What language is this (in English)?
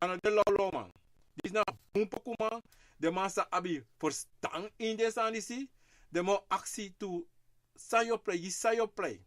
Sranan Tongo